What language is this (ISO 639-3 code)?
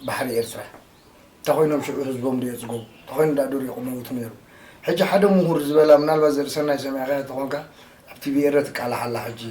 tir